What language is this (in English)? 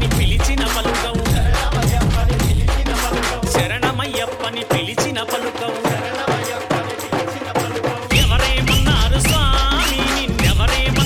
Telugu